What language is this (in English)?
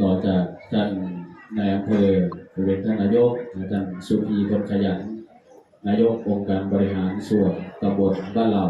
Northeastern Thai